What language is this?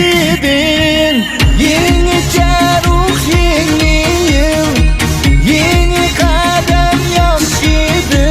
Uyghur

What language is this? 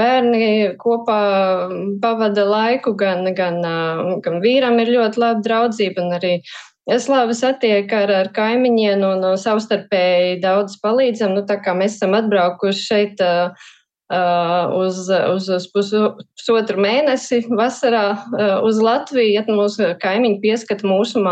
Latvian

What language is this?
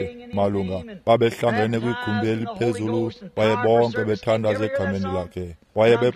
Xhosa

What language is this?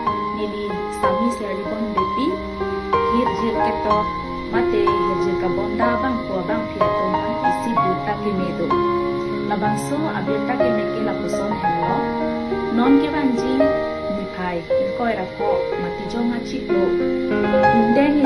Karbi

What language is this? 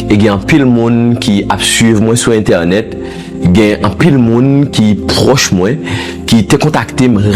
Haitian Creole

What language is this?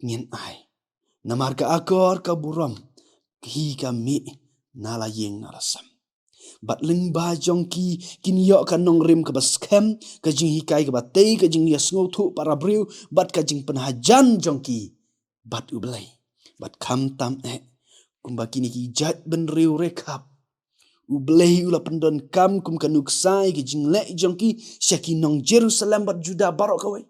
Khasi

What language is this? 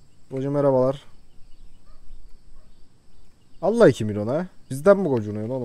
Turkish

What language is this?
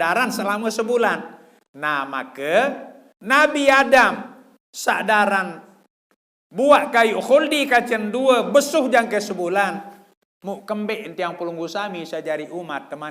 Sasak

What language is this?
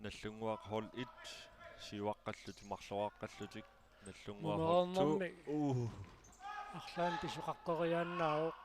Kalaallisut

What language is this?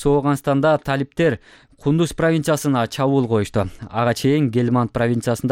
Kyrgyz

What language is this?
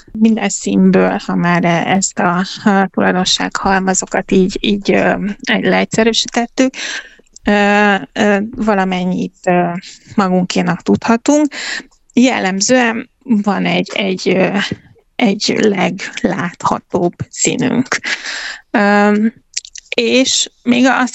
Hungarian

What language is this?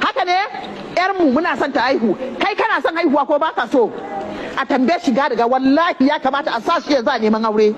Hausa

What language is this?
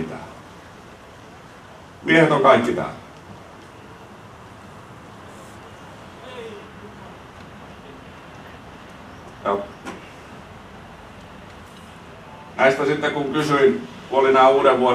Finnish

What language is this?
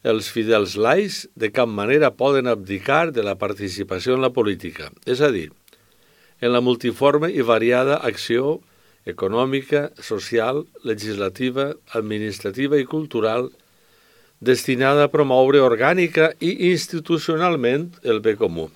Catalan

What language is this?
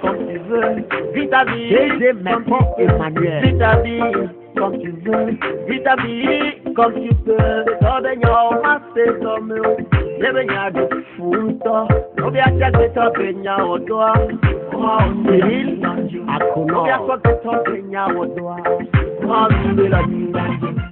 Ewe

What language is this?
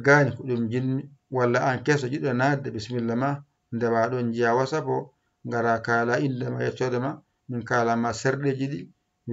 Fula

